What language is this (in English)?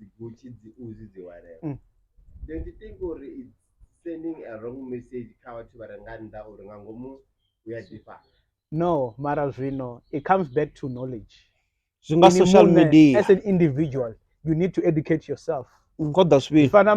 Venda